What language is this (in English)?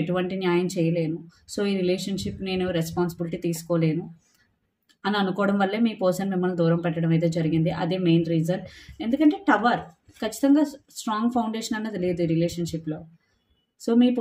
Telugu